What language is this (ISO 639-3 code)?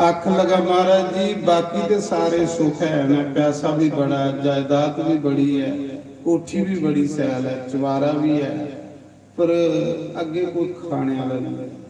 doi